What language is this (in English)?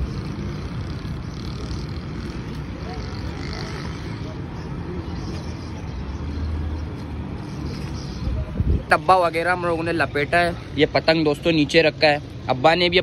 Hindi